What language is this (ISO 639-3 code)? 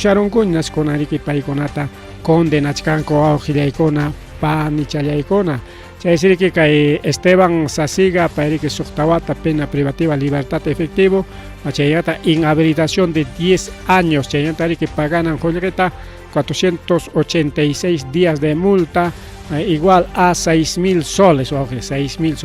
quy